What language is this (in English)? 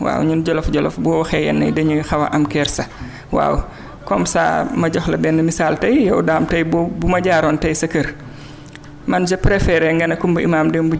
Wolof